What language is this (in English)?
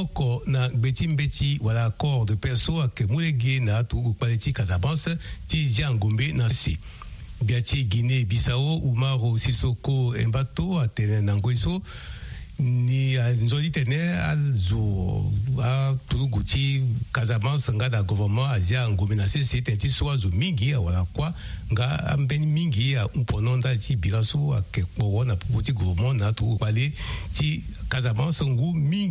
Sango